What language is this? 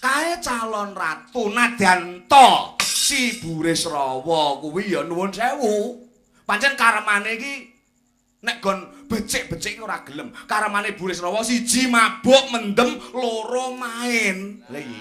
Javanese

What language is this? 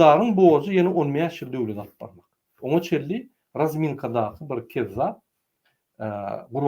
Turkmen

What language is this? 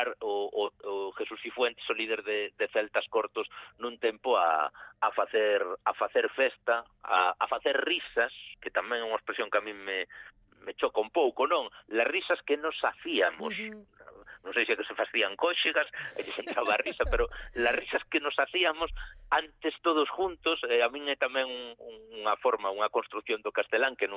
Galician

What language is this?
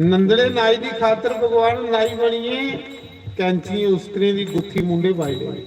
Dogri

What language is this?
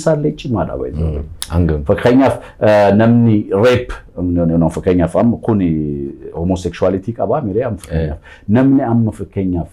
Oromo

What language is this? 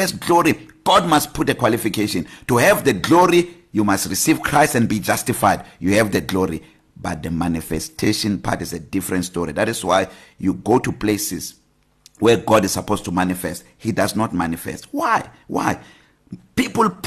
English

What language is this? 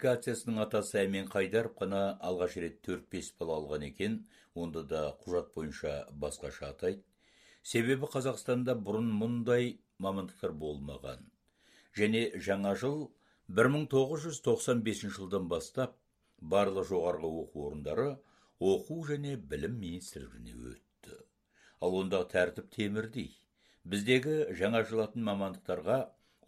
Kazakh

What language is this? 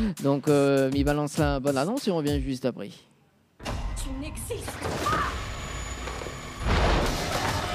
French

